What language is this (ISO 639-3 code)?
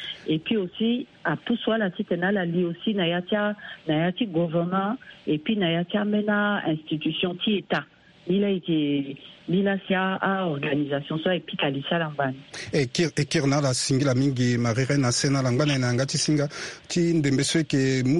sag